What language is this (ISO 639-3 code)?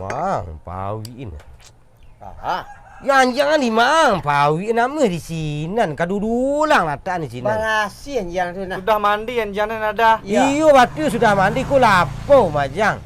min